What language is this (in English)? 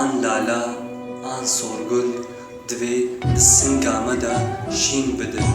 Kurdish